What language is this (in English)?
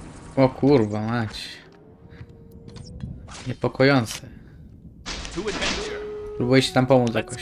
Polish